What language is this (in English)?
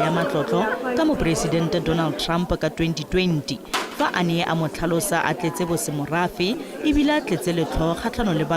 Tswana